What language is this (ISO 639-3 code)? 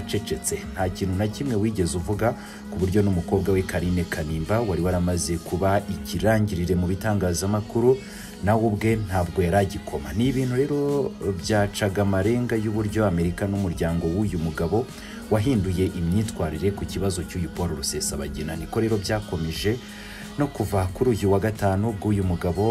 kin